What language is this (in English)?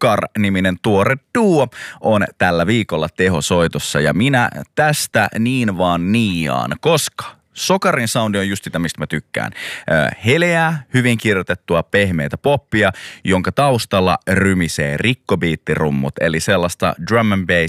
Finnish